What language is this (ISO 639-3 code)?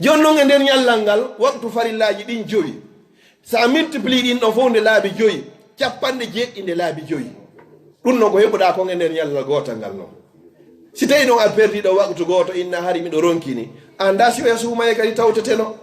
ful